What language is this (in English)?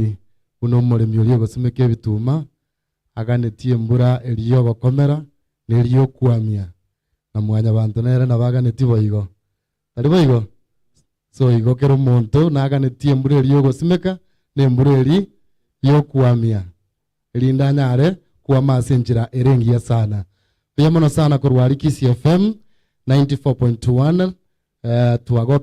Gusii